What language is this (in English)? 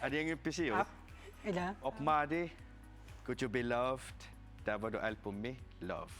Kalaallisut